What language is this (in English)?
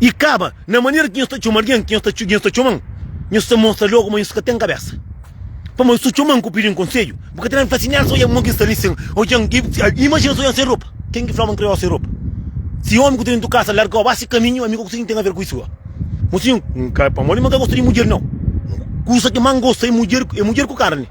Kabuverdianu